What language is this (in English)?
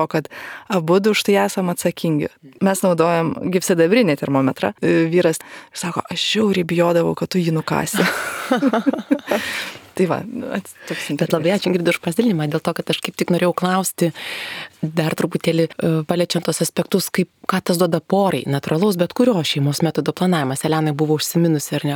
Lithuanian